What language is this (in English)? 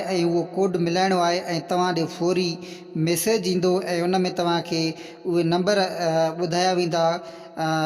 Sindhi